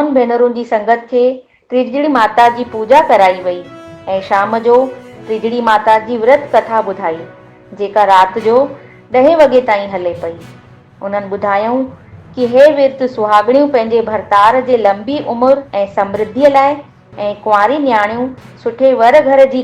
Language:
Sindhi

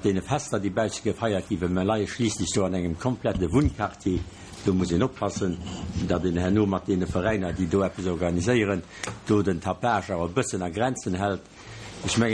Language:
Luxembourgish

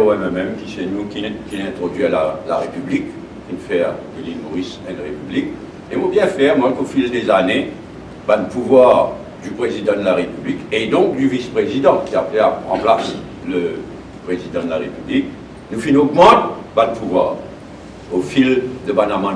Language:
Morisyen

